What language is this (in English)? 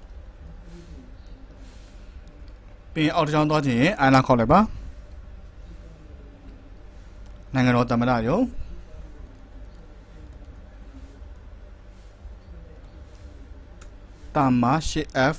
Burmese